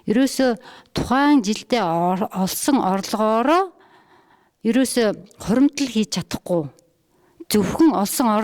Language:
Mongolian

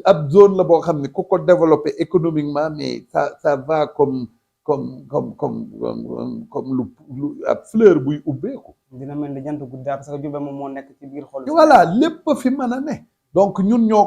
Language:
Wolof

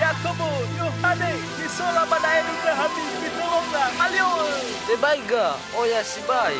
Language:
Nias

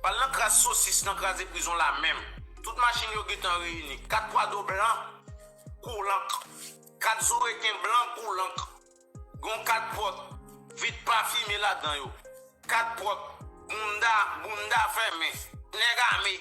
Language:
Haitian Creole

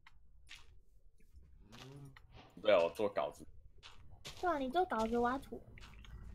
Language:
Chinese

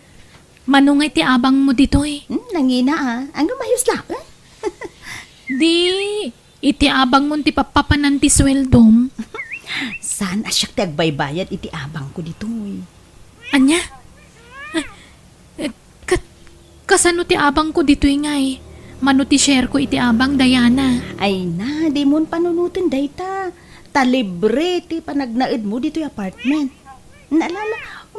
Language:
Iloko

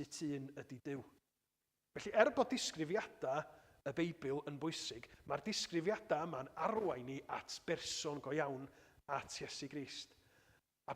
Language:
Welsh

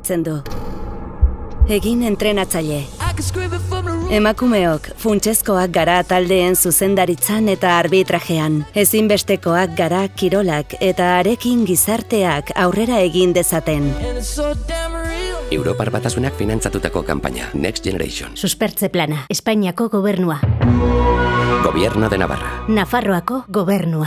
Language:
Basque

